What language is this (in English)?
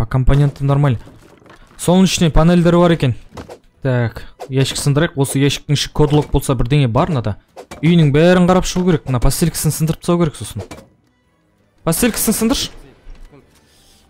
Kazakh